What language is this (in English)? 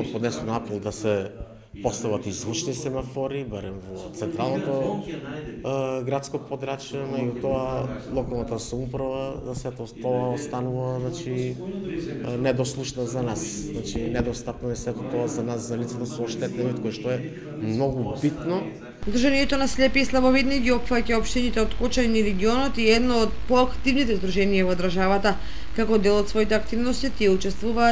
Macedonian